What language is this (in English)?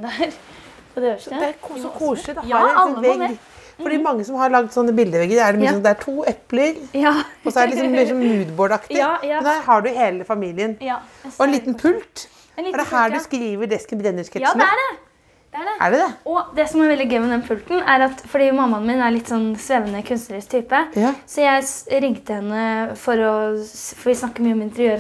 Norwegian